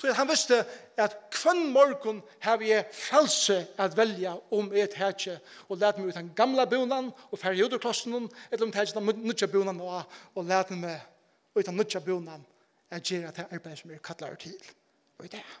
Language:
Faroese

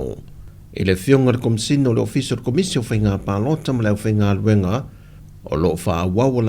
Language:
Samoan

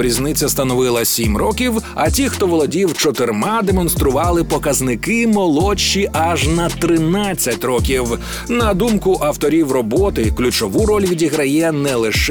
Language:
Ukrainian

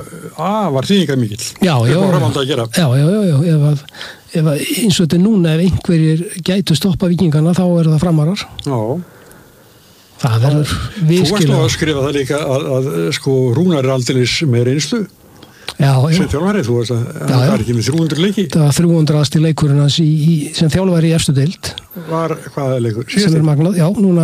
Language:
Icelandic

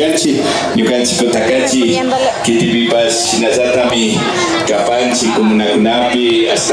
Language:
Imbabura Highland Quichua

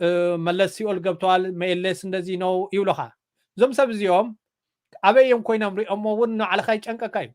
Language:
Tigrinya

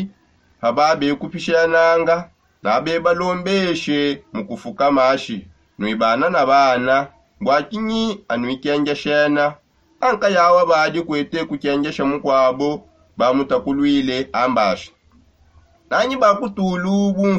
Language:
Songe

